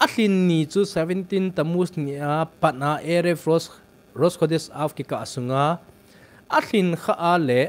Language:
Thado Chin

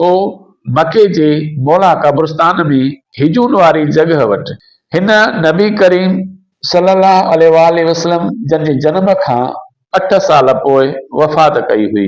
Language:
Sindhi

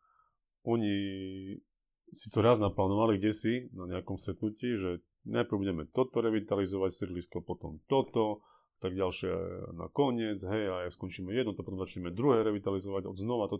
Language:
Slovak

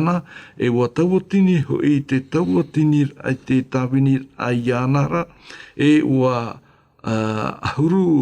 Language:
Tahitian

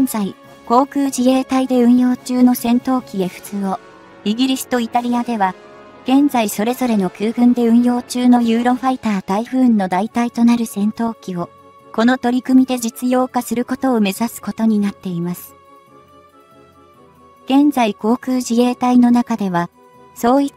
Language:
Japanese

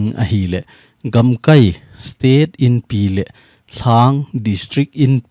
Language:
Thado Chin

